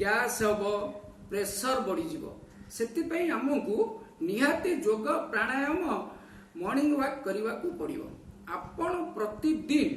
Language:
Odia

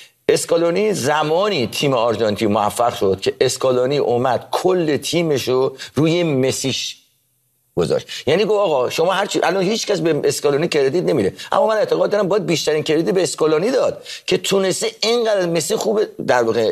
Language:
Persian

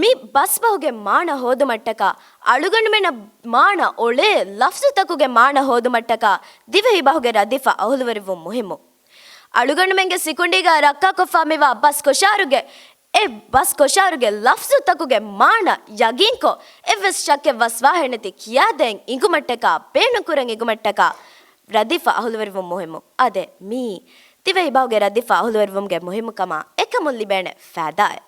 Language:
Divehi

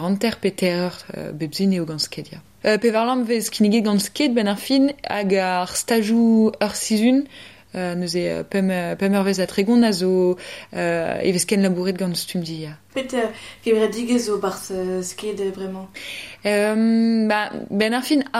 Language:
Breton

